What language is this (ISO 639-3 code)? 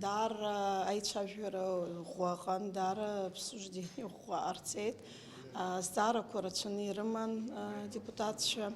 abk